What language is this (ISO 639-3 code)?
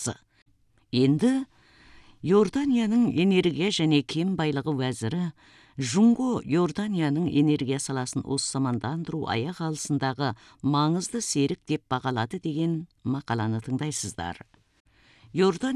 kaz